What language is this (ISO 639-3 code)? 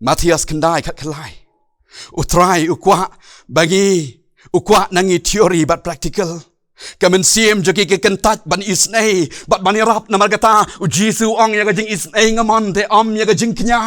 kha